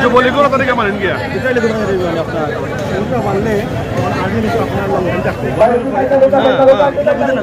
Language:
Sylheti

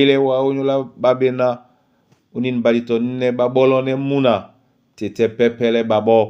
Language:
Duala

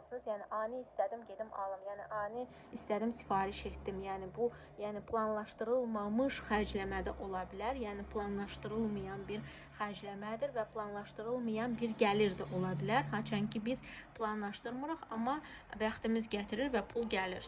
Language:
Azerbaijani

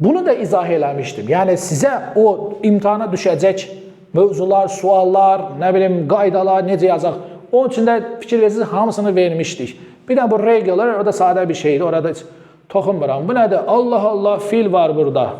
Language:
Azerbaijani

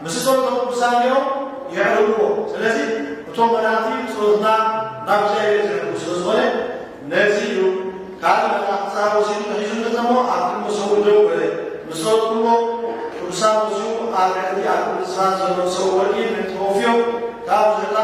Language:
Tigrinya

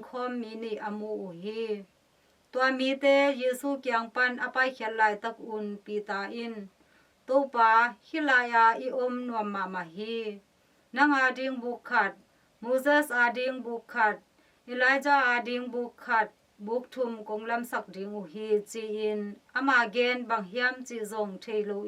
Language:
Tedim Chin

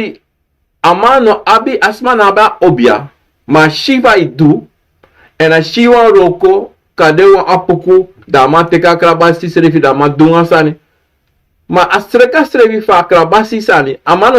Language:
Sranan Tongo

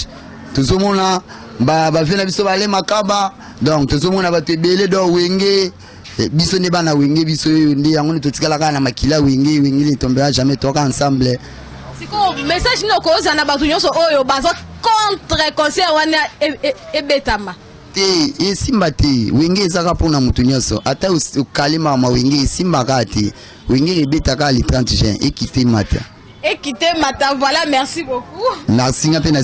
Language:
Lingala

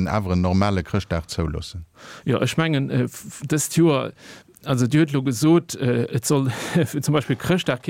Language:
Luxembourgish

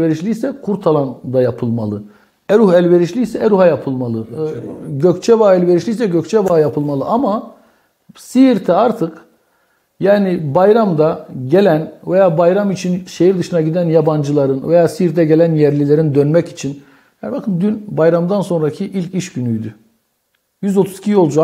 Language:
Turkish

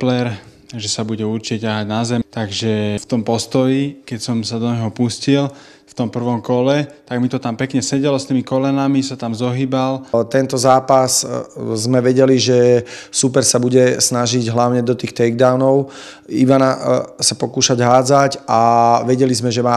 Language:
Slovak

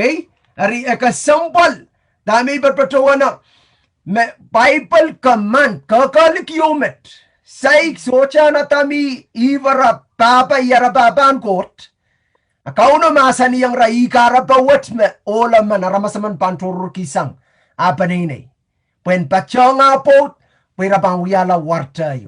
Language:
Pohnpeian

